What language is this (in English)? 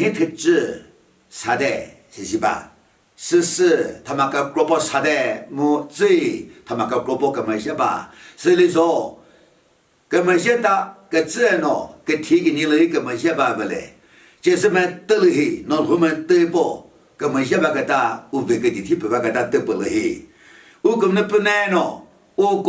Chokri Naga